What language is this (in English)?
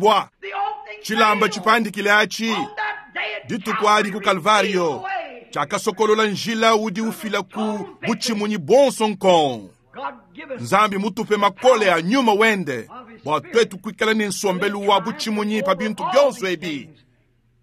Luba-Lulua